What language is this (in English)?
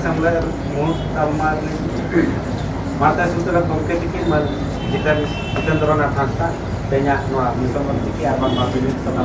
Santali